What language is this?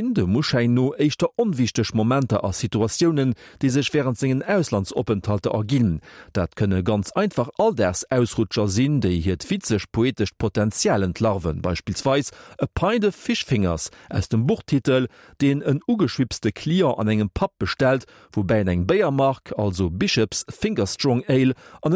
Luxembourgish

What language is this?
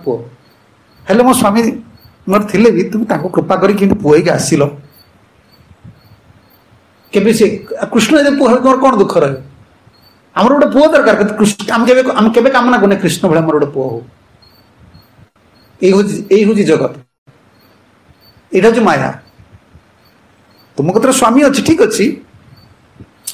Odia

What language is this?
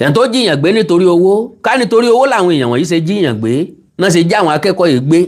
Yoruba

